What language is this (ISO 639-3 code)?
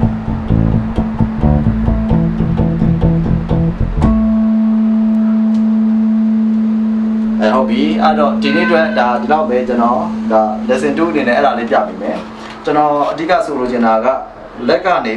mya